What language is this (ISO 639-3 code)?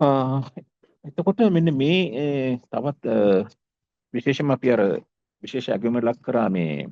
sin